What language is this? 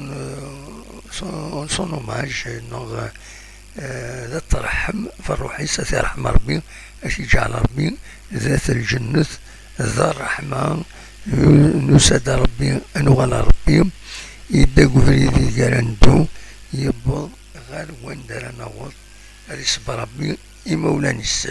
Kabyle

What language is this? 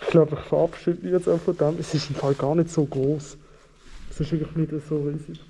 Swiss German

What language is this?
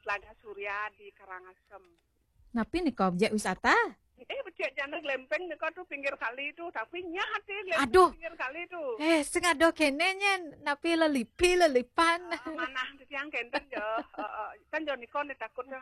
Balinese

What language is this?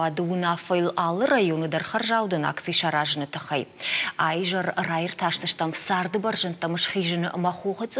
Ossetic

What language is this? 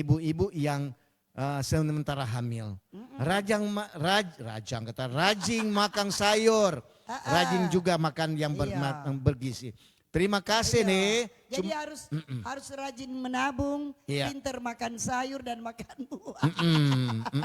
Manado Malay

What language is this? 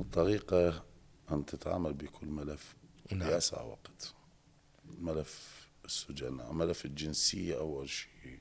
Mesopotamian Arabic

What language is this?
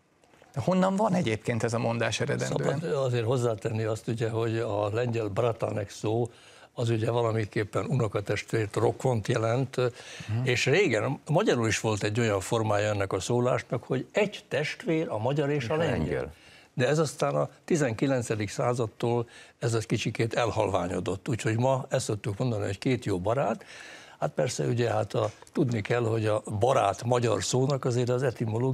Hungarian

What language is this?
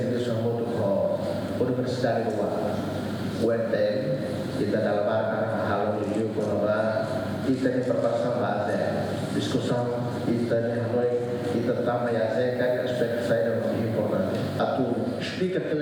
Tetum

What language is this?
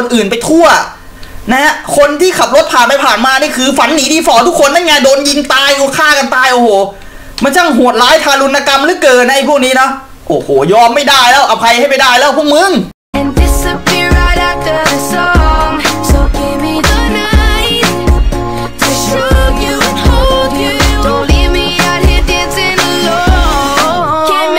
Thai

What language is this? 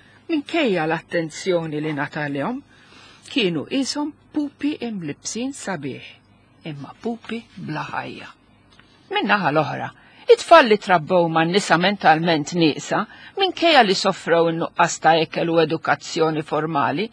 Maltese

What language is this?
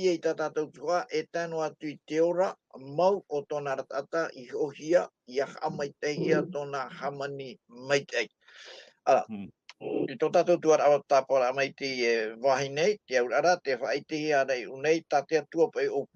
Tahitian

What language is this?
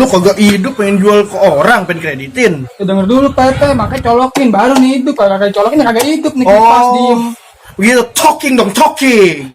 Betawi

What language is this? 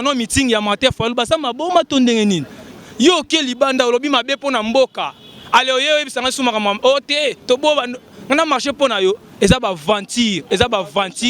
Lingala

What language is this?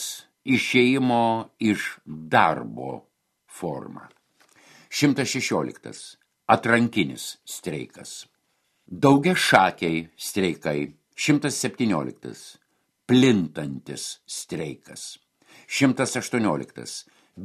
Lithuanian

